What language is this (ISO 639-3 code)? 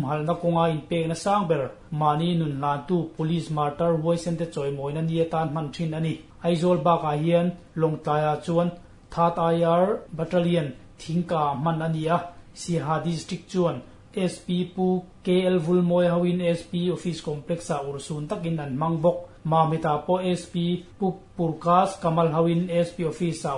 lus